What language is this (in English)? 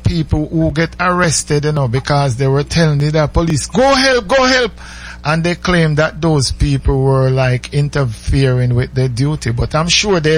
English